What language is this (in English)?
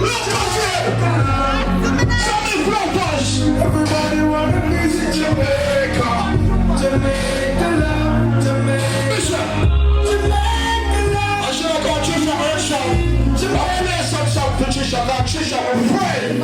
Jamaican Creole English